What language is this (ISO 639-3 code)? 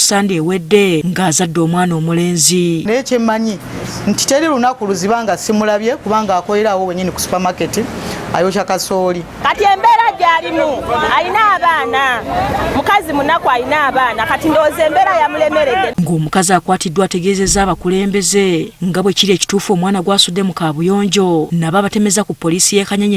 lug